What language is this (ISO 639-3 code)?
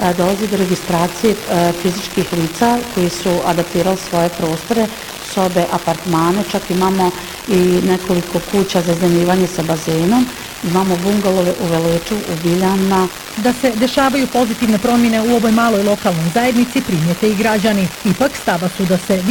bos